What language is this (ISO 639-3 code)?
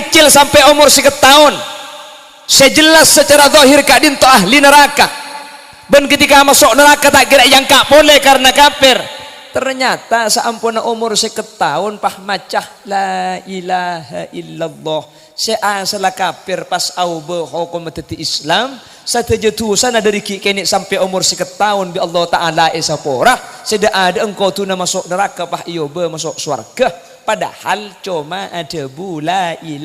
mad